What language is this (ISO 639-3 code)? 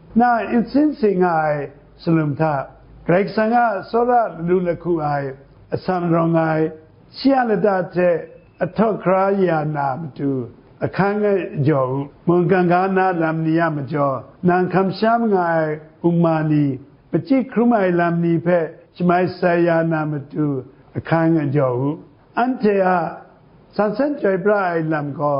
kac